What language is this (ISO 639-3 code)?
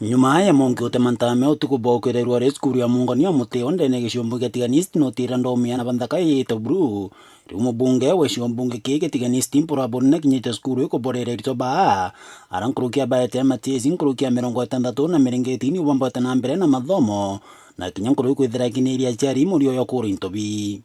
mer